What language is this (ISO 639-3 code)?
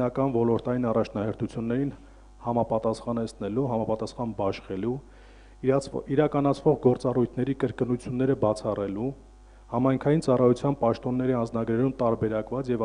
hye